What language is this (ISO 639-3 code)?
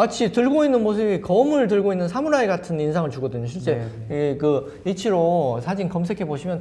kor